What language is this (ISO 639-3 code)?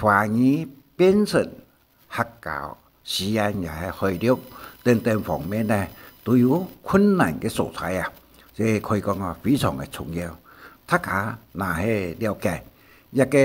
hak